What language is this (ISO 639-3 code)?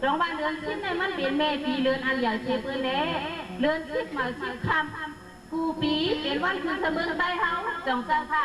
shn